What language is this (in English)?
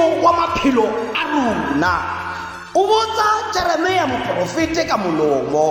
Tswana